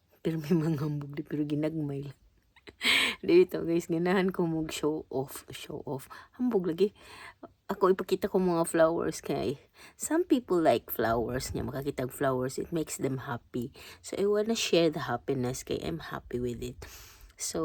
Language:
Cebuano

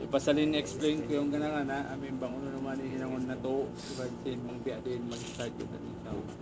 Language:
Tausug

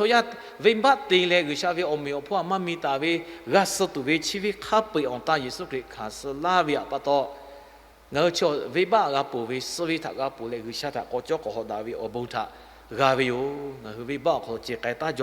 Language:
Lahu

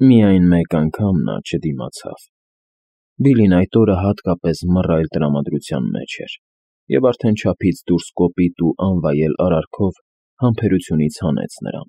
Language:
Armenian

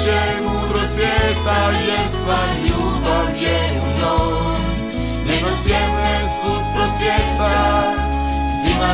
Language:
Croatian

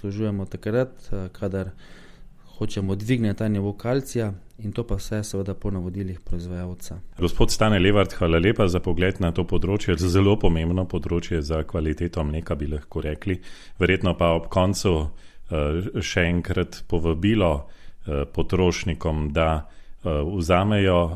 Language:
Slovenian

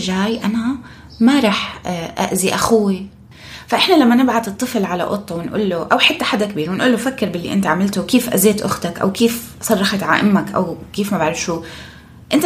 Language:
North Levantine Arabic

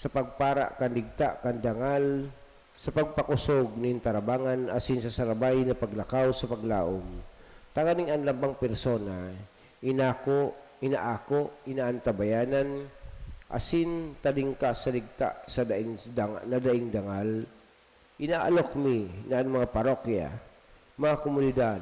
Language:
Bikol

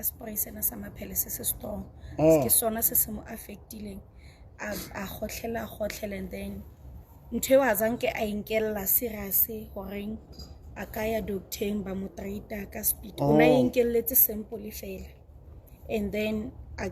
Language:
Southern Sotho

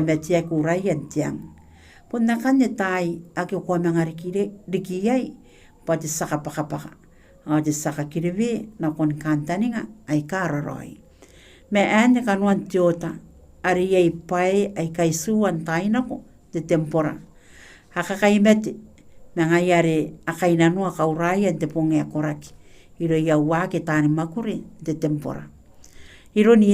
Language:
Gilbertese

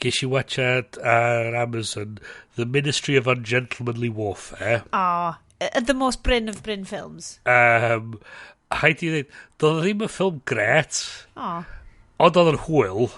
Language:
Welsh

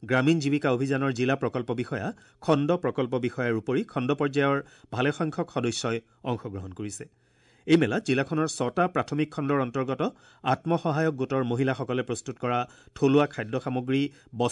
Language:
Assamese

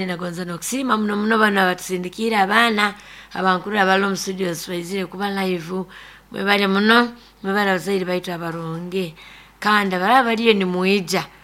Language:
Nyoro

